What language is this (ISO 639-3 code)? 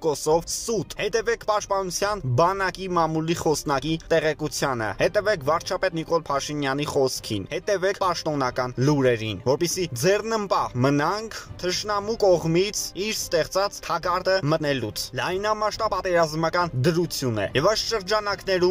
hye